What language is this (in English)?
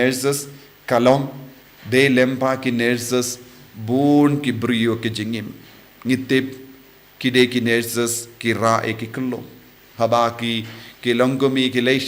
Khasi